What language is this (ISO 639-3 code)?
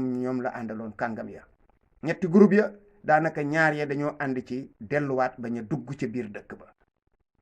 wol